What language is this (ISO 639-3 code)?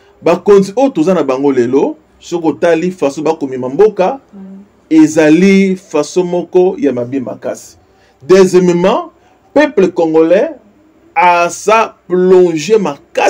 lin